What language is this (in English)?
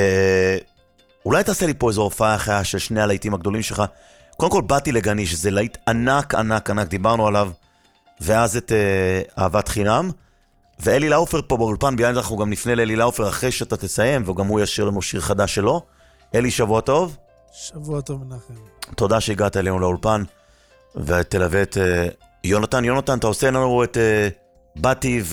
Hebrew